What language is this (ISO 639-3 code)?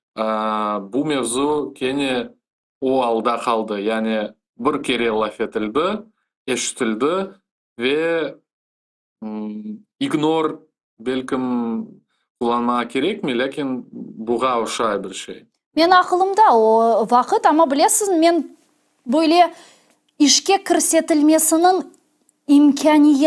crh